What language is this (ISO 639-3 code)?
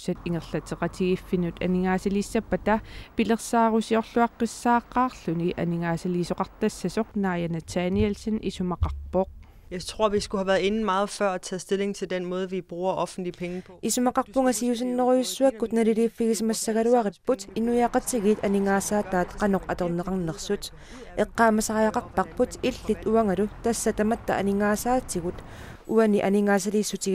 kal